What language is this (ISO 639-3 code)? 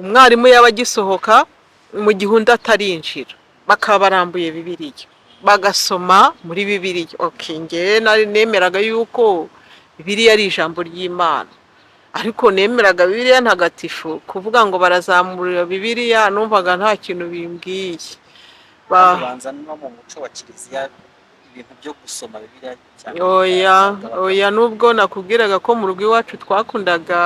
kin